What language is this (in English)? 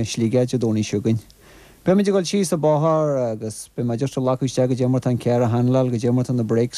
Irish